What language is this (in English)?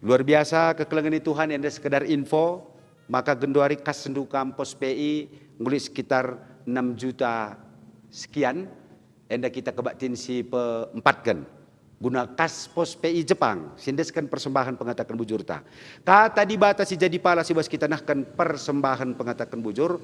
Batak Karo